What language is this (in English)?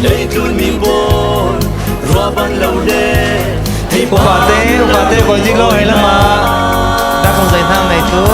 Falam Chin